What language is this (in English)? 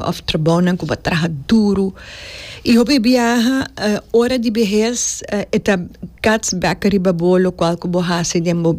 Papiamento